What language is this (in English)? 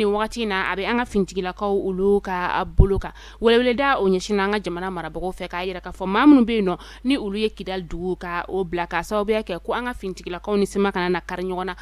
Bambara